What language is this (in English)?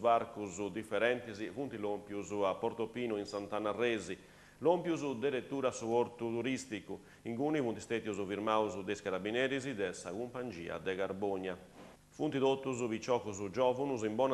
Sardinian